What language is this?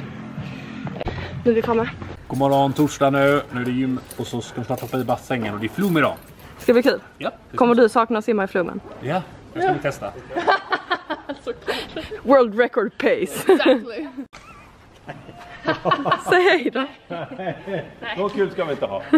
Swedish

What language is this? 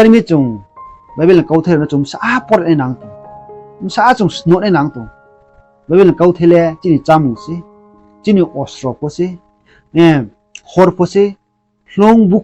Riang (India)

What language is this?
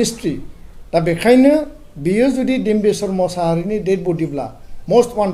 Bodo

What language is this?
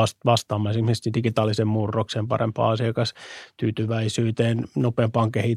Finnish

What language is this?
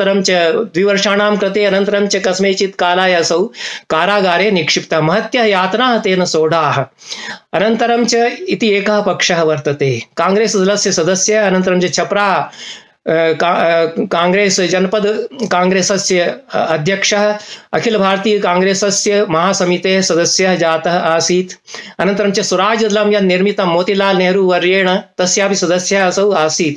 Sanskrit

